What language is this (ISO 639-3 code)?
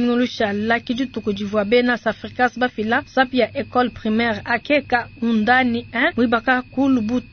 lua